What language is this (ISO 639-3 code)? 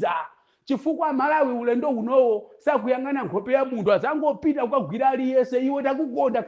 nya